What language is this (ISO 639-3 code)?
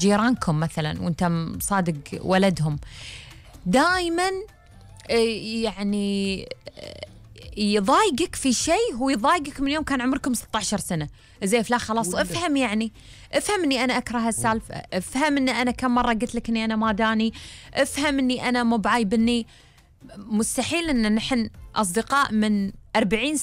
afb